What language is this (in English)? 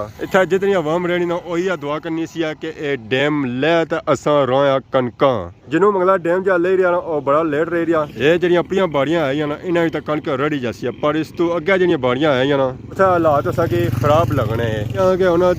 Pahari-Potwari